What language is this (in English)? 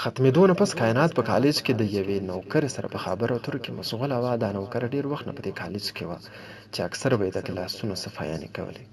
Pashto